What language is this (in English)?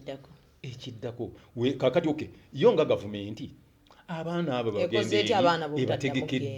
Ganda